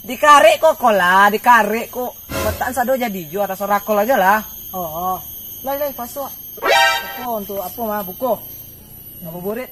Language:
Minangkabau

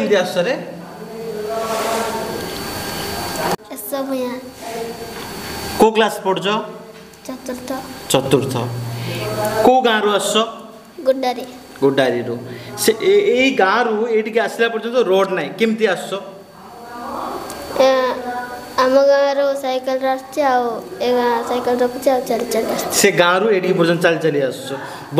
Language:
Odia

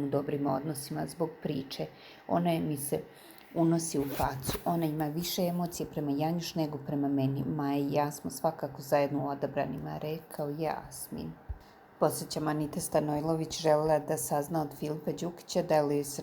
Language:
Serbian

